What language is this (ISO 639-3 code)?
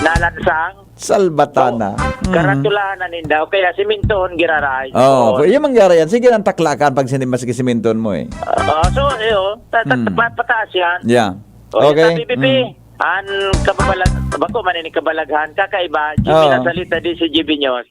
bik